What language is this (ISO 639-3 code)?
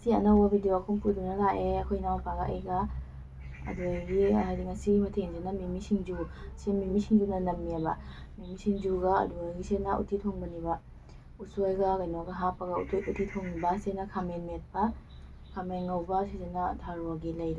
mni